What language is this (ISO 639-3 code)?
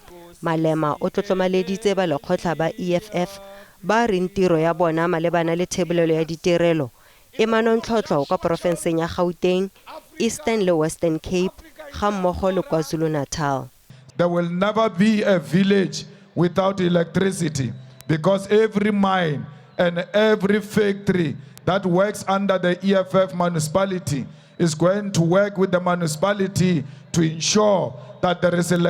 tsn